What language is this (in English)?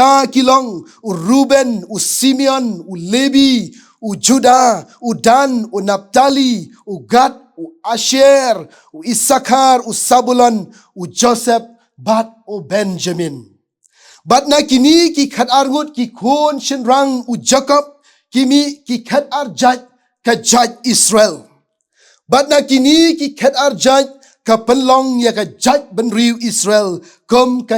Khasi